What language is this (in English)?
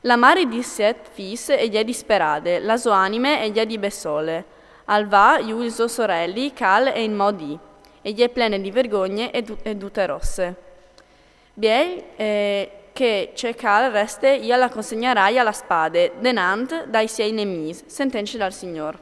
Friulian